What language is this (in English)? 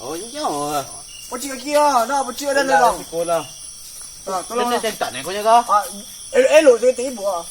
Minangkabau